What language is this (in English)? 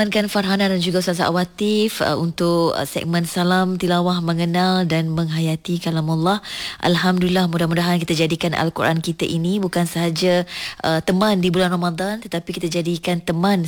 Malay